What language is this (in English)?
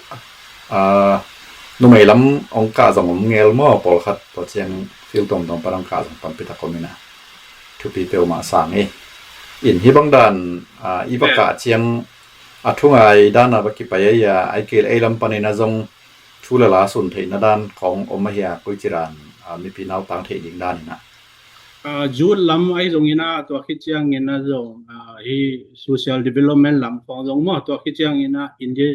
Tedim Chin